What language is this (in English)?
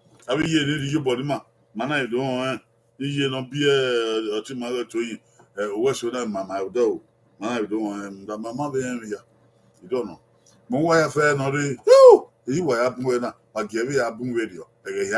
Bini